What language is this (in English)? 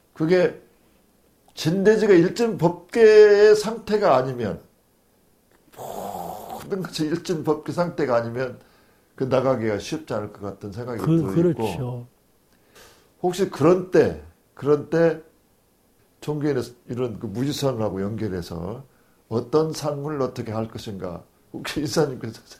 Korean